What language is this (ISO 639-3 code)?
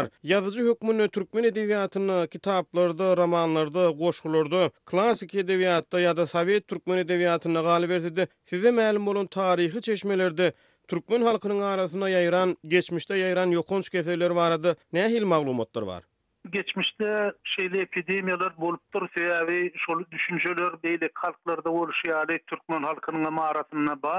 tuk